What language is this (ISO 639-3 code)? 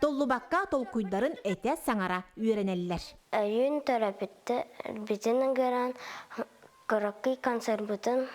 sah